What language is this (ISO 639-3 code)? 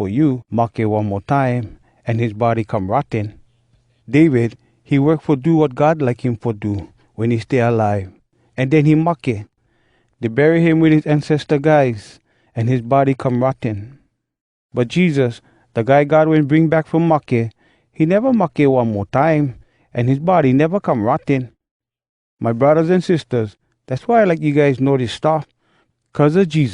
hwc